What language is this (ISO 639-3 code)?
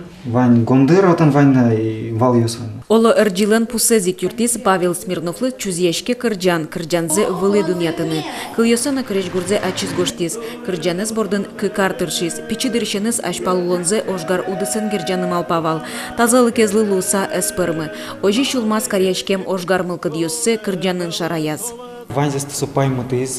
udm